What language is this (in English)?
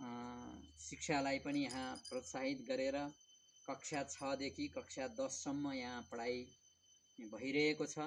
Nepali